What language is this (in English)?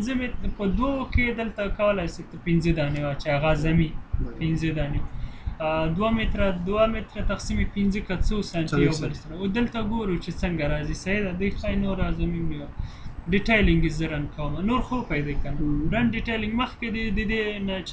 Pashto